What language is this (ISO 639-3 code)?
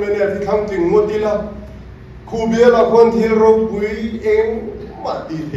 lus